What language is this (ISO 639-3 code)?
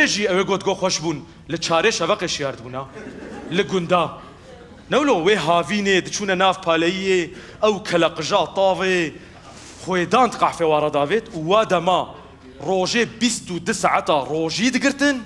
kur